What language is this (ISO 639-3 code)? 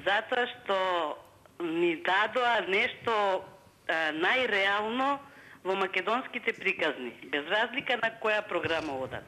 mkd